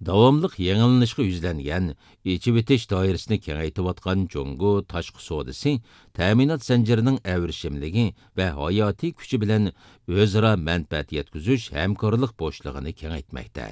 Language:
Uyghur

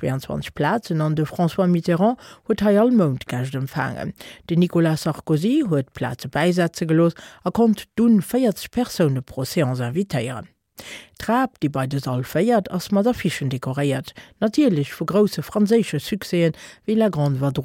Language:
Luxembourgish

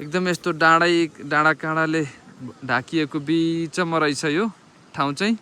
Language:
Nepali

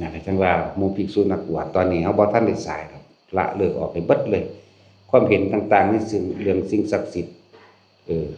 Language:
Northeastern Thai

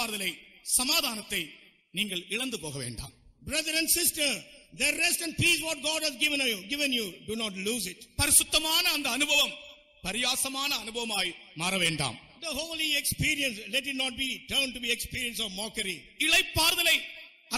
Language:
Tamil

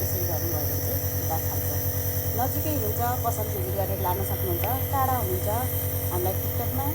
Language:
Nepali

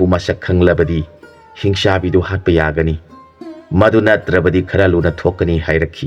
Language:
Manipuri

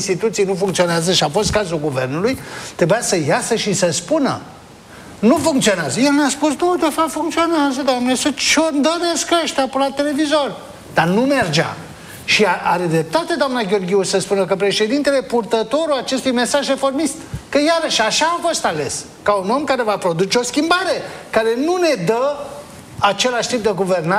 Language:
Romanian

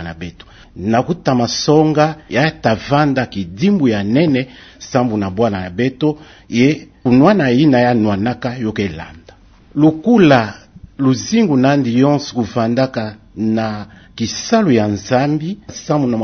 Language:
Kituba (Democratic Republic of Congo)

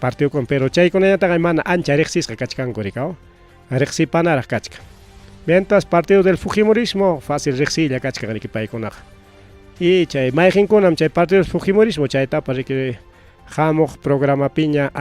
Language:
Ayacucho Quechua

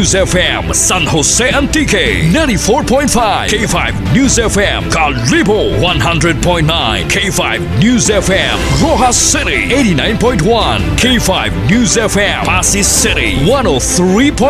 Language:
Hiligaynon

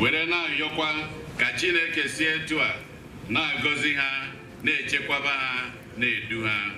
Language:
Igbo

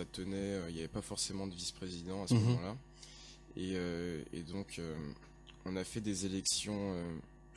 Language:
French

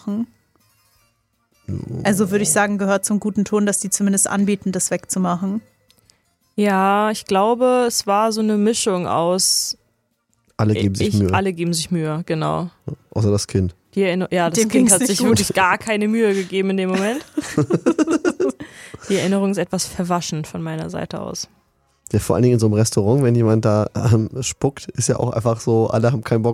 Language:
German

